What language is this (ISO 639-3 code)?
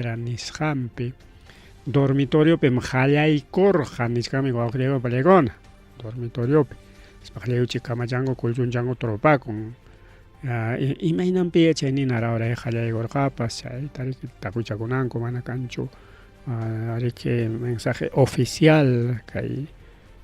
quy